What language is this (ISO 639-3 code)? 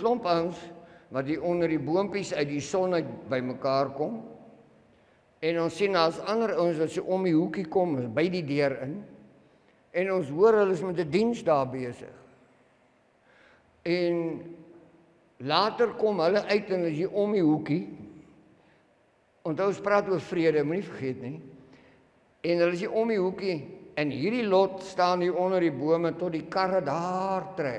afr